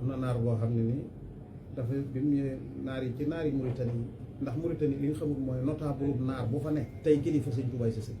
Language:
Wolof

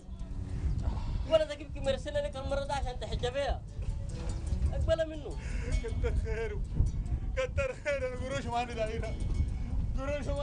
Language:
Sudanese Arabic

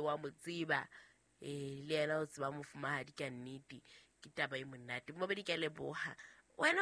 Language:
Southern Sotho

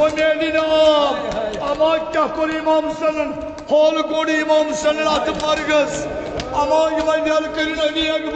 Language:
Kashmiri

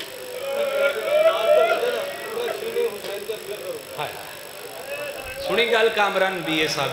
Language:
Urdu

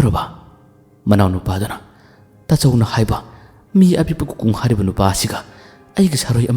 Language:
Manipuri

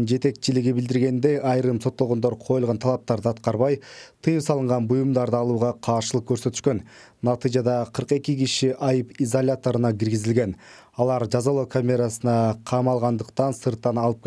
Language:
Kyrgyz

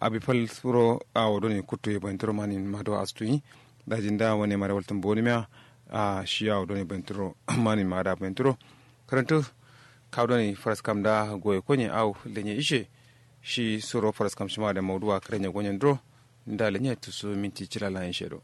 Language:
Kanuri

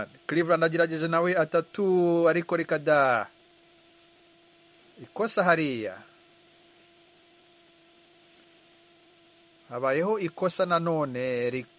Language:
Kinyarwanda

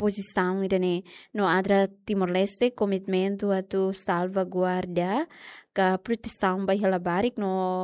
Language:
Tetum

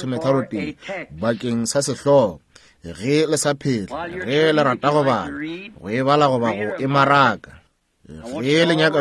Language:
Northern Sotho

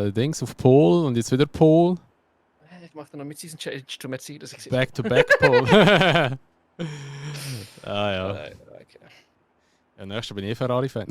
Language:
Swiss German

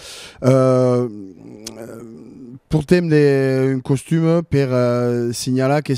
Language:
Occitan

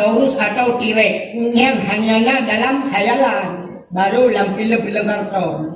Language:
Achinese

